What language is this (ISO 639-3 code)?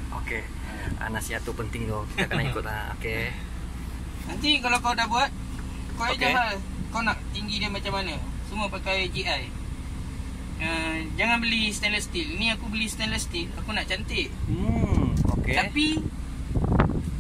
msa